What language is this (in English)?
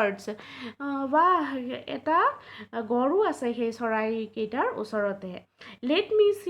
Assamese